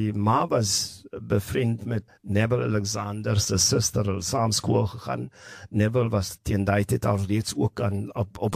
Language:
Afrikaans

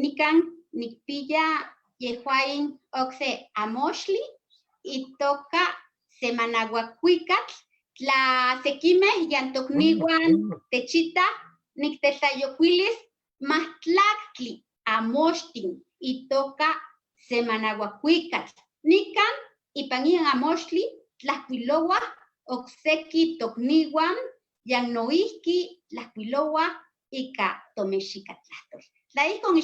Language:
Eastern Huasteca Nahuatl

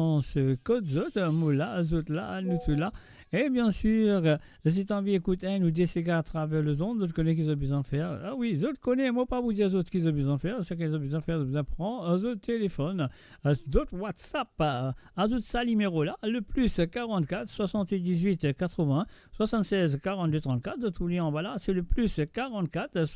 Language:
Morisyen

